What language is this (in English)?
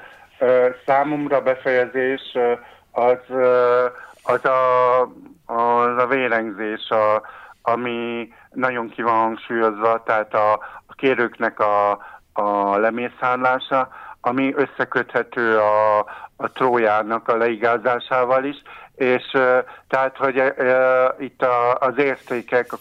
Hungarian